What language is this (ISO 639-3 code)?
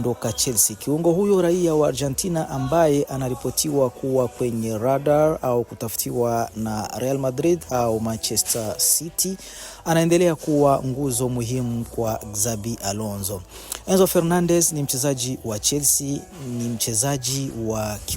swa